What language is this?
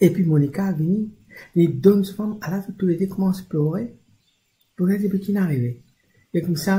Morisyen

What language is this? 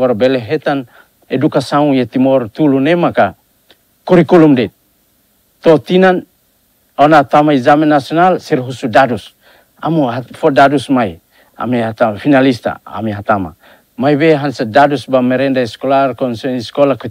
Tetum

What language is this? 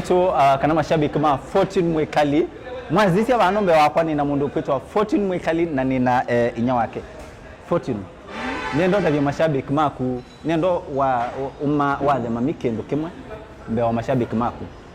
Kamba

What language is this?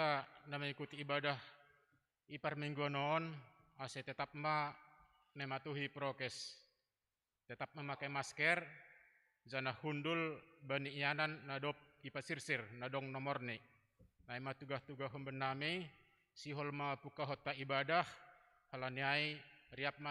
Batak Simalungun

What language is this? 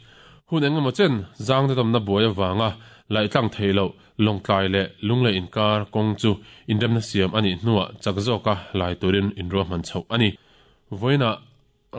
Mizo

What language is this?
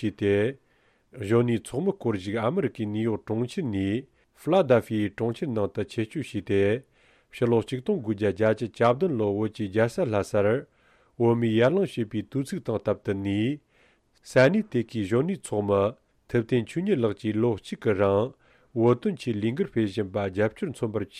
Tibetan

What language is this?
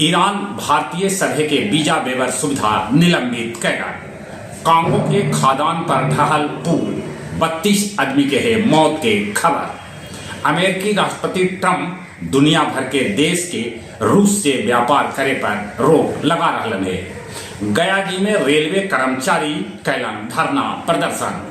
Magahi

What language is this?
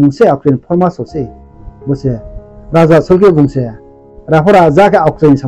Riang (India)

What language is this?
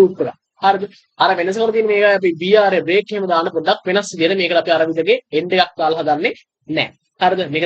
Sinhala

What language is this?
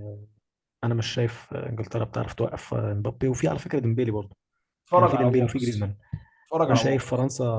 Egyptian Arabic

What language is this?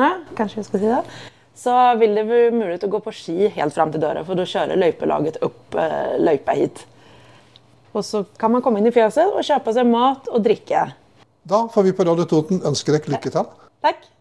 Norwegian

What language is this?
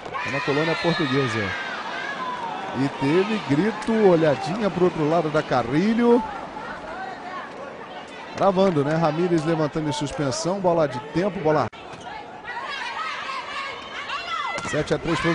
Portuguese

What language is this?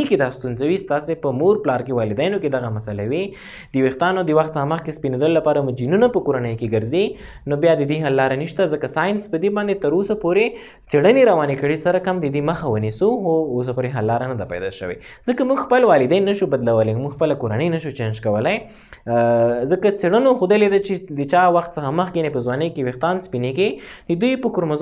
Pashto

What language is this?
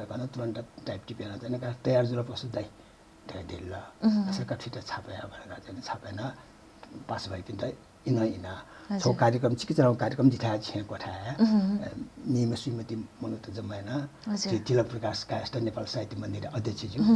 Newari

